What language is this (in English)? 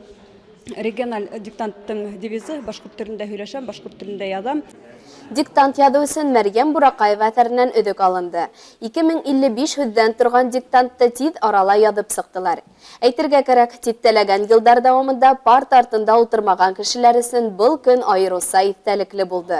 Bashkir